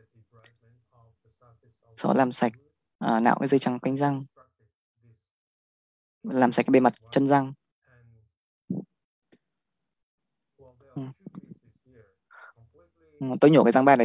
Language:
Vietnamese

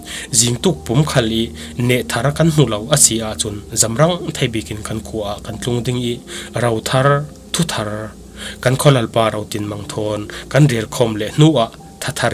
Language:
Falam Chin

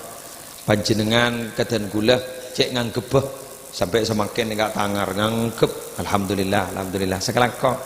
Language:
Madurese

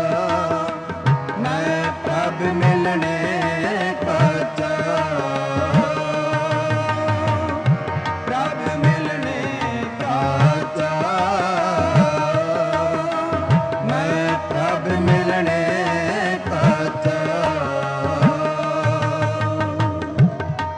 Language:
Punjabi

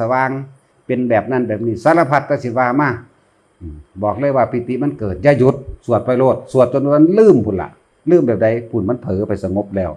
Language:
Lao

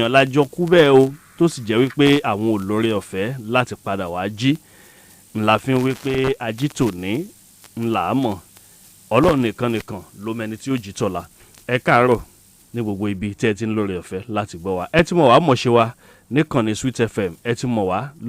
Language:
Yoruba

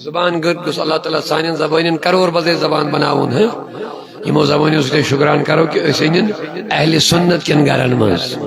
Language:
Kashmiri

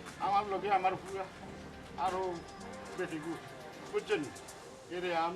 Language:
Sylheti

